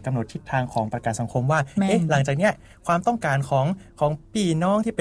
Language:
Thai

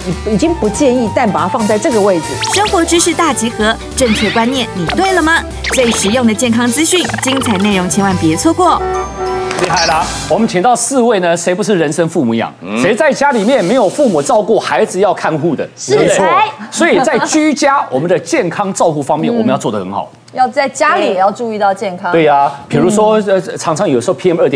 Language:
Chinese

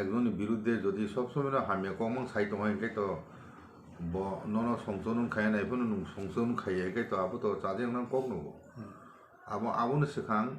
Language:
Kok Borok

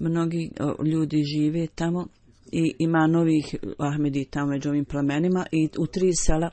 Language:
Bosnian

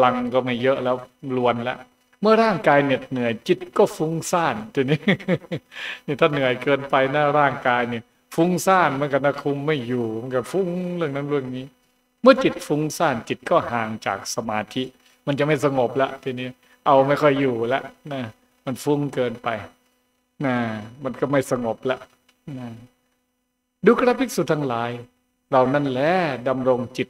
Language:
Thai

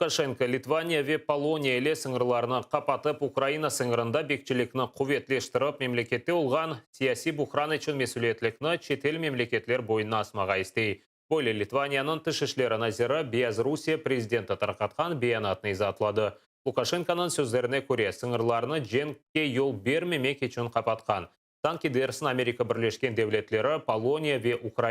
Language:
Crimean Tatar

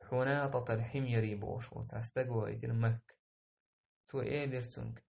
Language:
Chechen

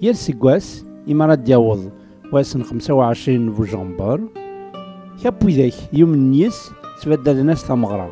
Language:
Kabyle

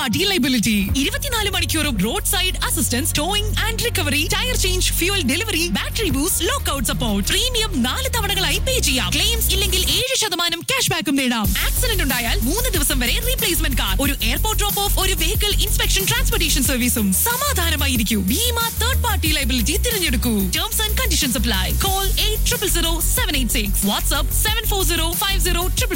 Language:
Malayalam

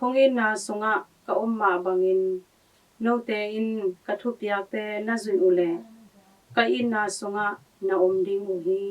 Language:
Tedim Chin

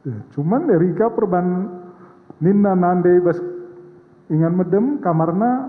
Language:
Batak Karo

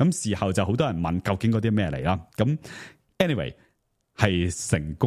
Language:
Cantonese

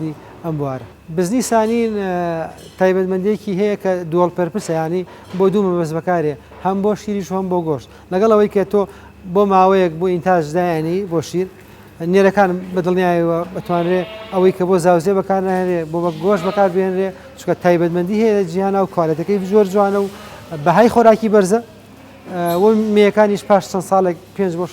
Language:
Central Kurdish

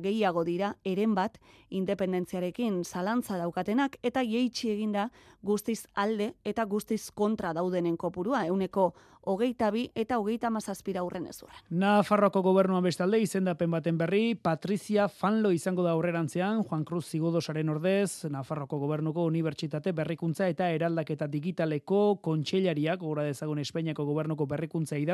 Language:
Basque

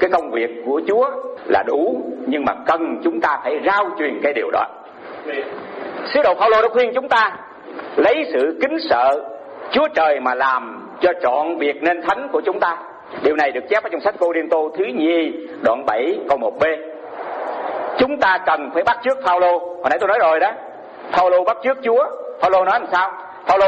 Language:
Vietnamese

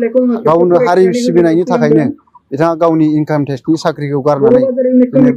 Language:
Bodo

